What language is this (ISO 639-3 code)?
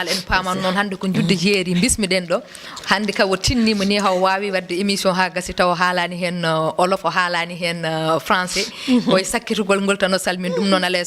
ful